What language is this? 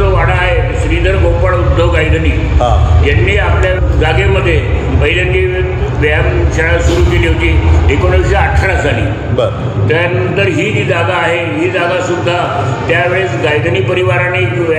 Marathi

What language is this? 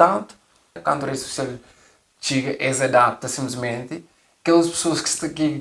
Kabuverdianu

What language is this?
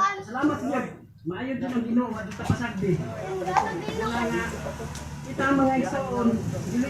Cebuano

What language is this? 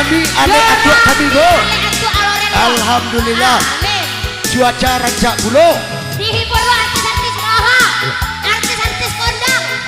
Minangkabau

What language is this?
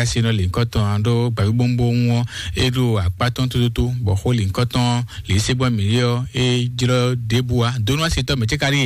Fon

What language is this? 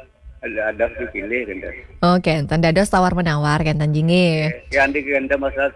Balinese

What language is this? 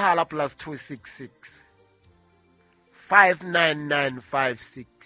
Southern Sotho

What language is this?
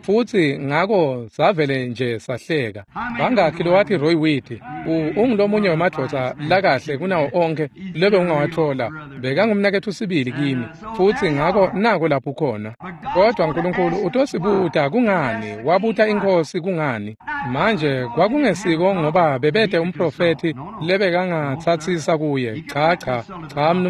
Swati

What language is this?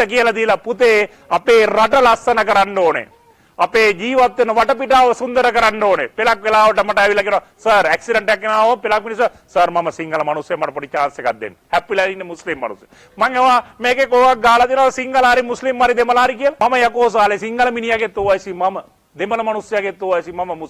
Sinhala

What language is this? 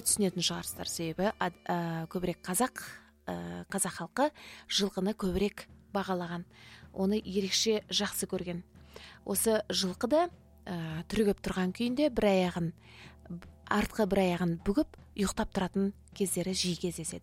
Kazakh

